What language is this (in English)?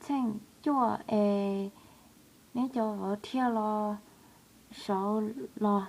Hmong